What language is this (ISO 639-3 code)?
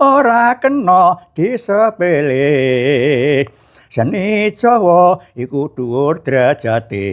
jav